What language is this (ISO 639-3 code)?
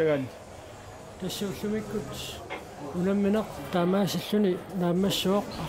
kal